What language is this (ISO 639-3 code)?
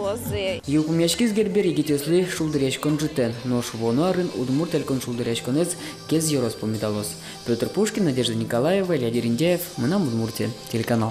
udm